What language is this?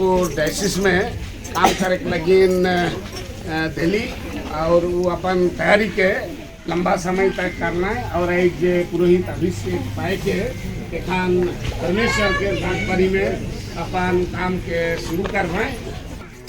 Sadri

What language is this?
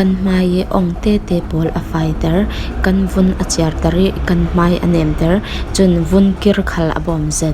Falam Chin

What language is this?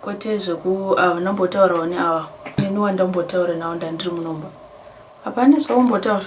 Shona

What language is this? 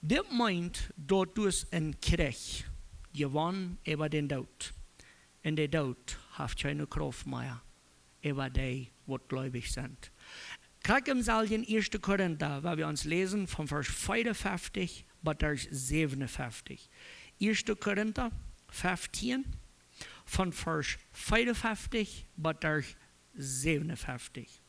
Plautdietsch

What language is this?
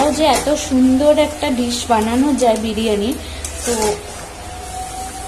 Bangla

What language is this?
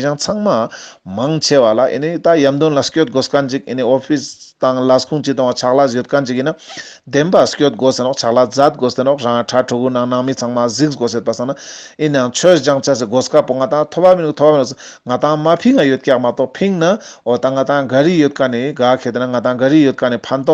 Ladakhi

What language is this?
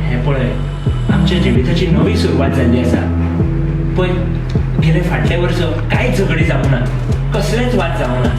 Konkani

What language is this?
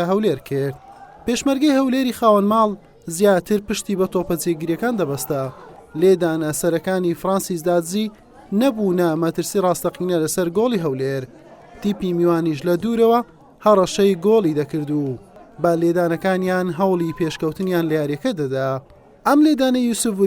Central Kurdish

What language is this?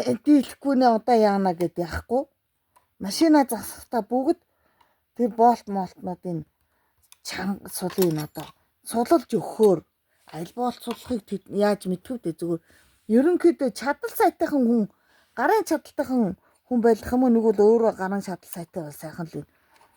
Mongolian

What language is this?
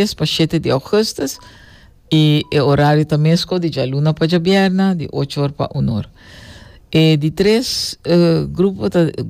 Papiamento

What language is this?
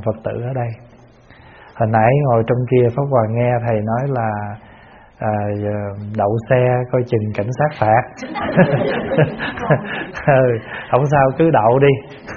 Vietnamese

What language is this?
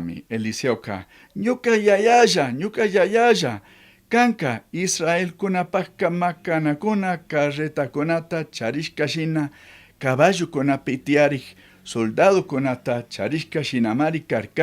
Chimborazo Highland Quichua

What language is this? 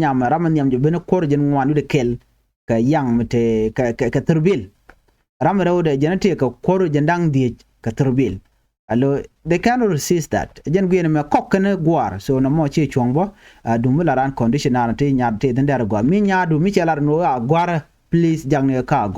Nuer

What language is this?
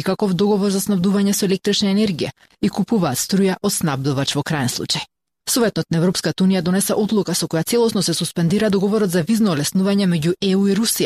Macedonian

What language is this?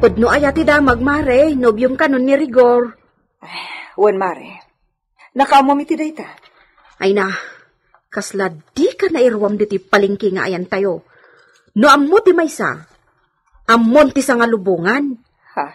Iloko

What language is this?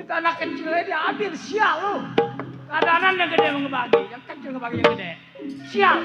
Betawi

